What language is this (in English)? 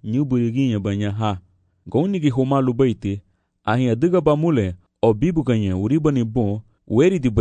Garifuna